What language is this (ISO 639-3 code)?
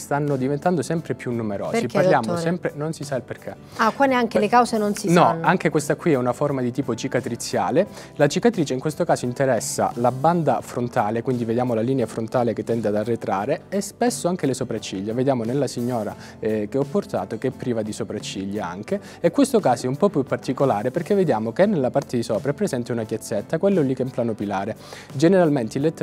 ita